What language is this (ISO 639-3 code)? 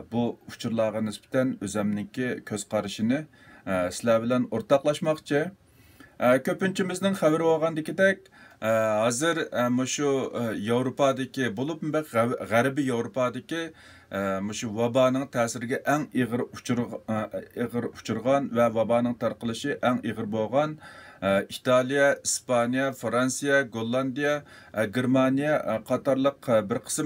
uig